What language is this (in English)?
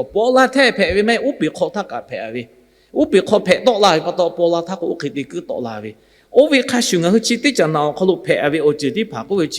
Lahu